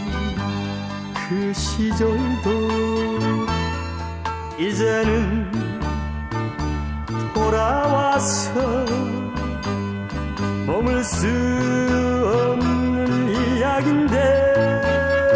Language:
Korean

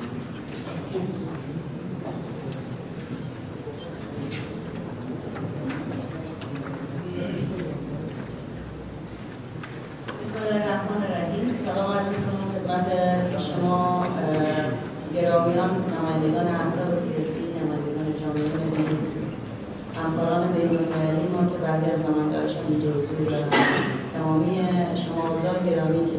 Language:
Persian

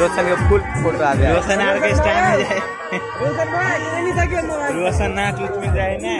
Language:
Maithili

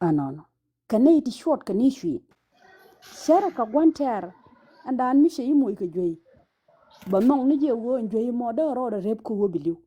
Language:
Nuer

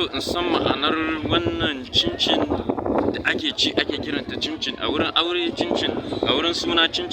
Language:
Hausa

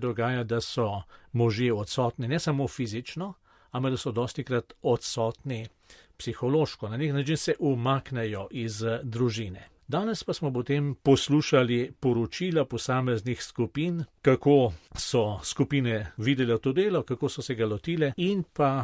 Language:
Slovenian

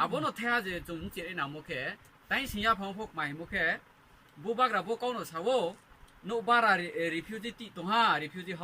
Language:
Riang (India)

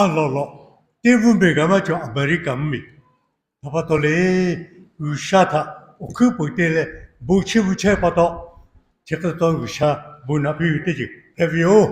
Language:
Lahu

